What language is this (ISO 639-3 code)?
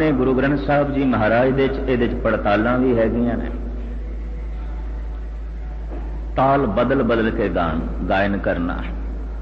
pan